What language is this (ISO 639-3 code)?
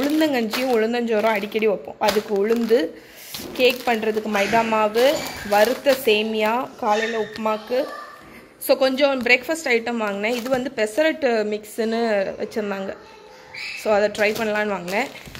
tam